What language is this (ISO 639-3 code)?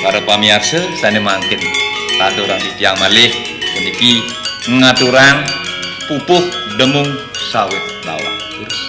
ban